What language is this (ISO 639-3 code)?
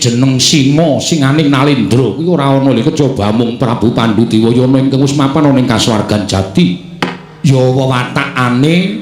jav